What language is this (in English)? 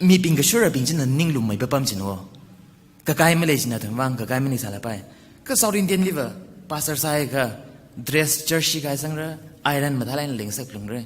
Tangkhul Naga (India)